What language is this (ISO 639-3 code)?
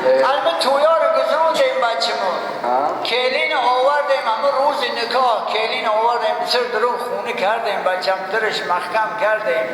tgk